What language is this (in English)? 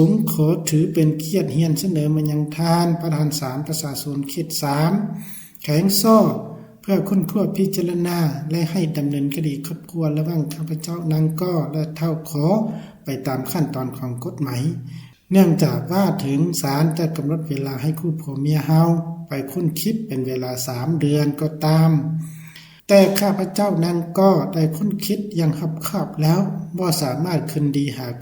Lao